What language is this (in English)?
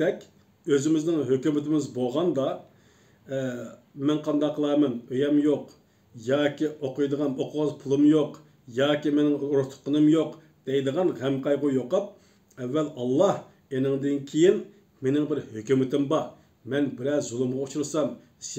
Uyghur